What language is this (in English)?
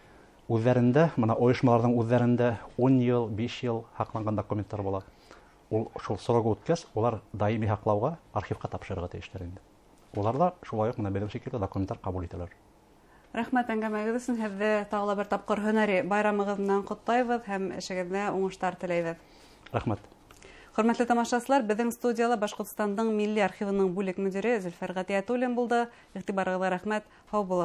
Bashkir